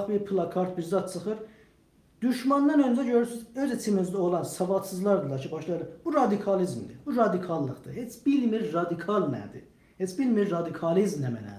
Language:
South Azerbaijani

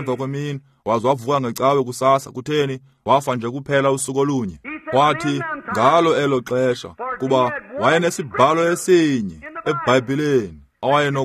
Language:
Xhosa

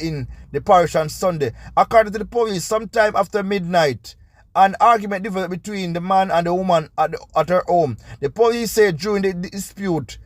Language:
Jamaican Creole English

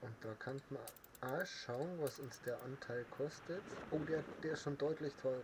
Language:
Bavarian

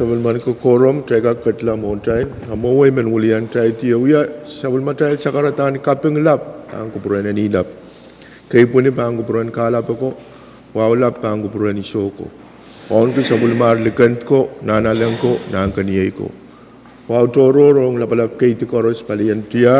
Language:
Pohnpeian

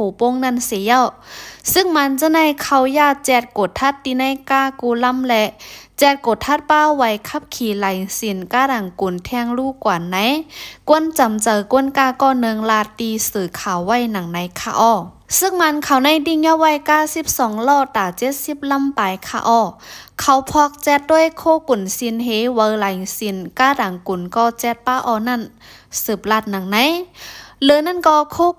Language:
Shan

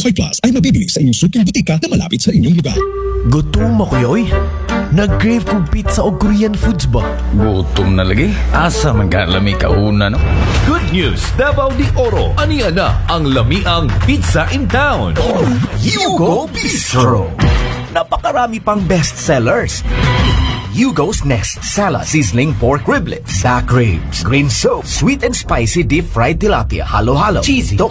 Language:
Cebuano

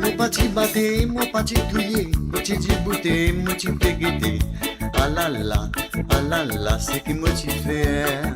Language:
Morisyen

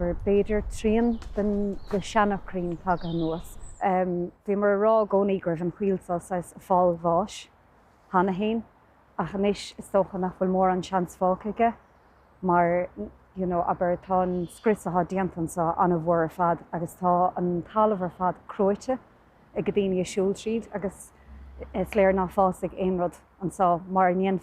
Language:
Irish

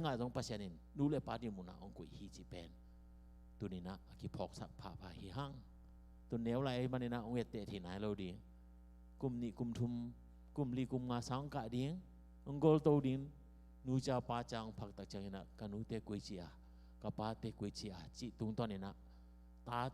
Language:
Tedim Chin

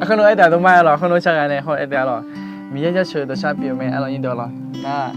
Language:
Akha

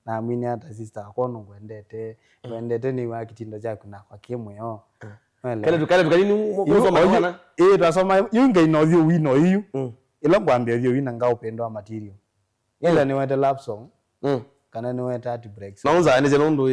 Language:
Kamba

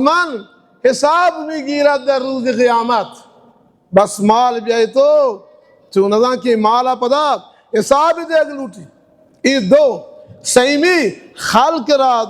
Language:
Baluchi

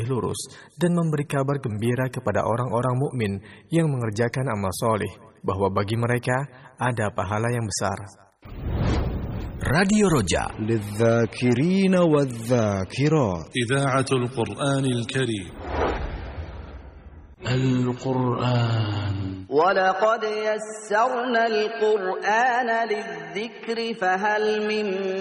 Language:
Indonesian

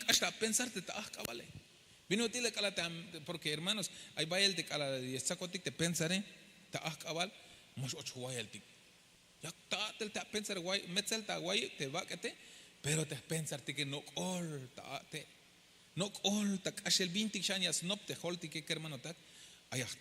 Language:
Tzeltal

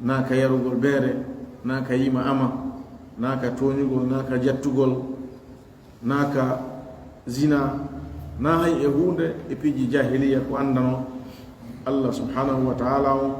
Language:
Fula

